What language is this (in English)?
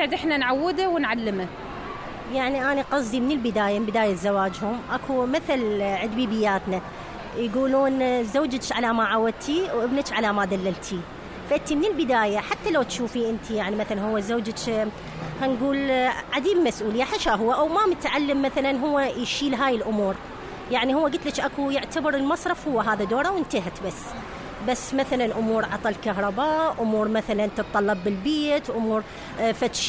Mesopotamian Arabic